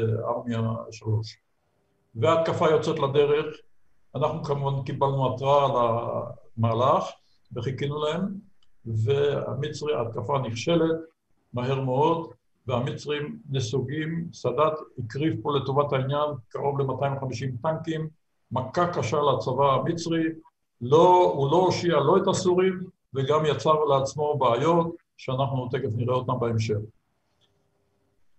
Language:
Hebrew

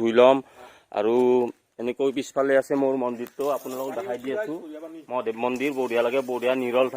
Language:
Assamese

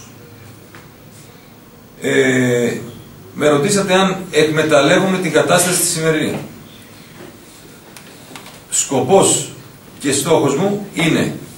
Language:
Greek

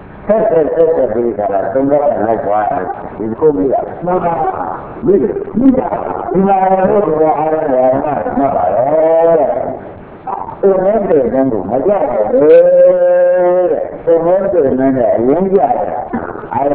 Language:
Burmese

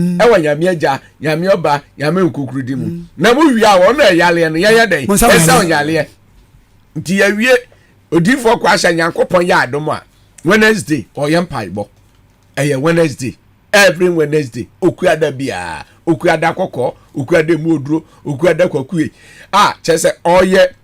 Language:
Akan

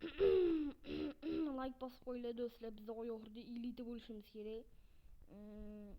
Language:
Uzbek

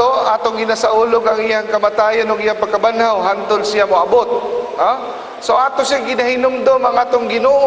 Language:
Cebuano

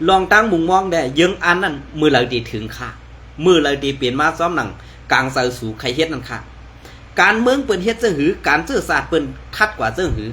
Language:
Shan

